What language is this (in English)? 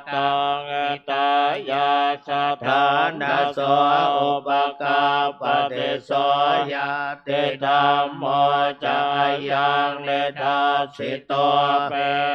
Pali